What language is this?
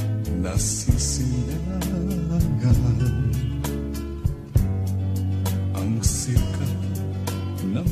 Filipino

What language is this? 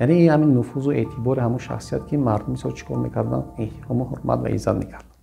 Tajik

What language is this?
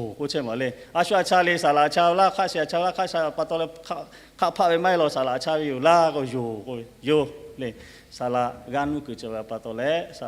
Lahu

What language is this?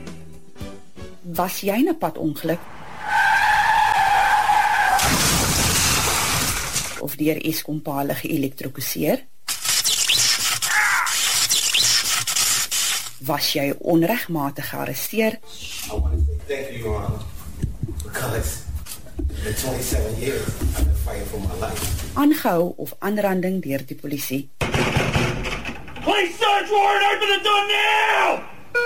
Afrikaans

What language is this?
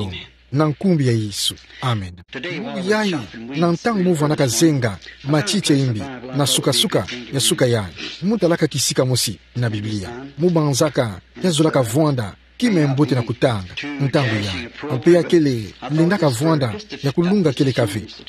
Kituba (Democratic Republic of Congo)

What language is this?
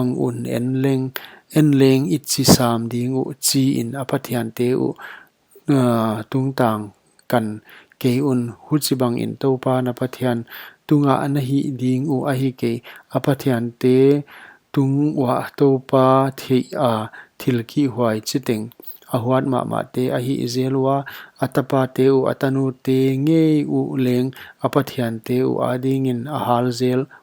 Paite Chin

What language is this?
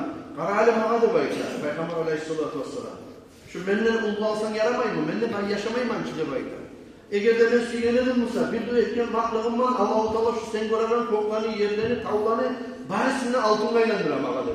Kumyk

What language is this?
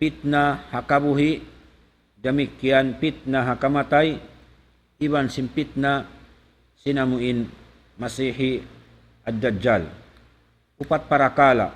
Tausug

